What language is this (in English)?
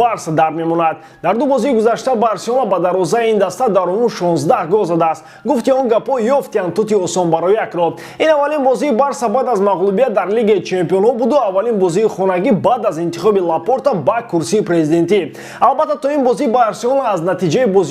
Tajik